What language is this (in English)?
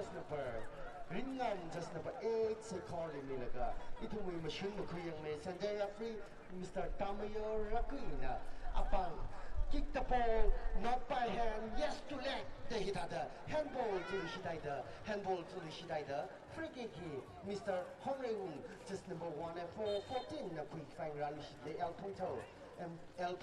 Tangkhul Naga (India)